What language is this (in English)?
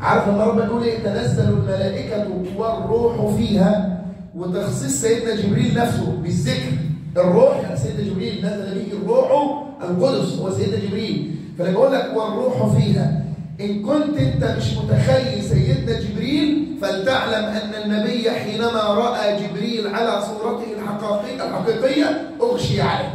Egyptian Arabic